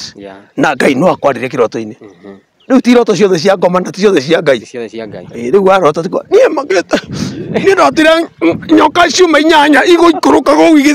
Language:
Kikuyu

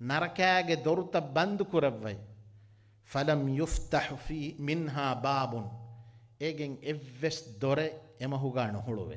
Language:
Divehi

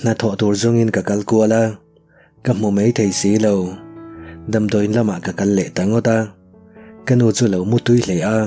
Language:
Mizo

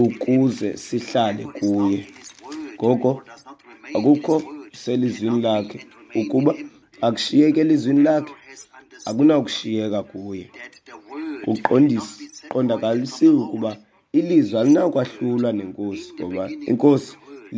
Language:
Xhosa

